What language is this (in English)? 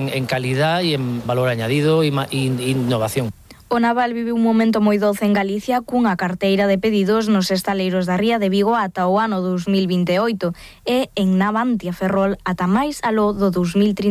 Galician